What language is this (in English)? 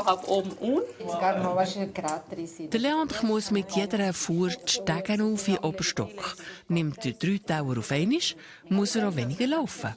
Swiss German